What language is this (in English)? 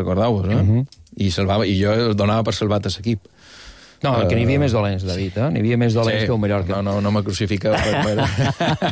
Catalan